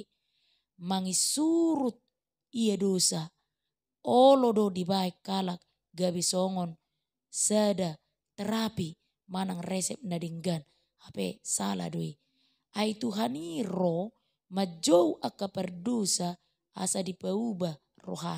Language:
Batak Toba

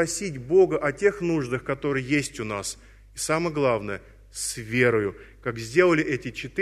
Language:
Russian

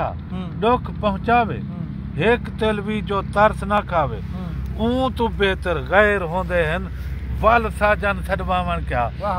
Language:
Saraiki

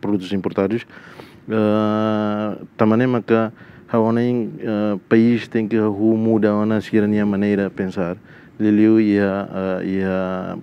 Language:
Tetum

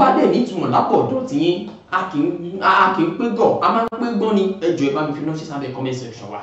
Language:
Yoruba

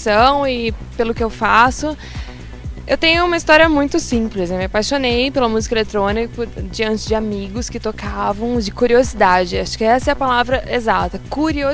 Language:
Portuguese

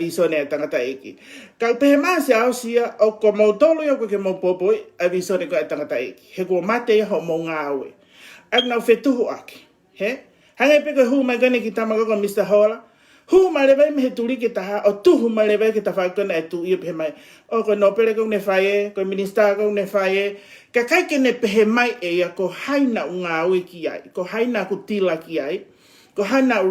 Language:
Tongan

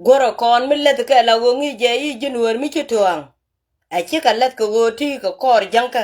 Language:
Nuer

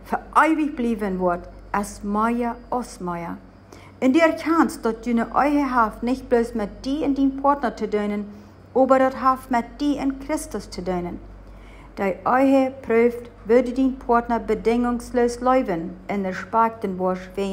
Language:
Plautdietsch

